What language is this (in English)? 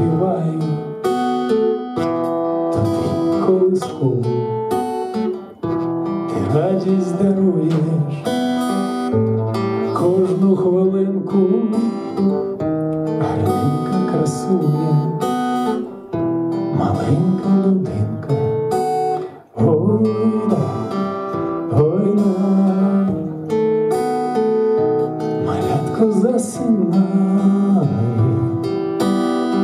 Ukrainian